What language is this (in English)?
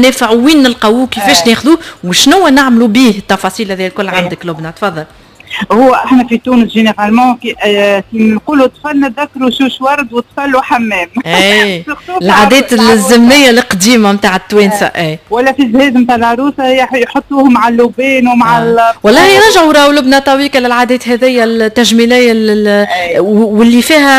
Tunisian Arabic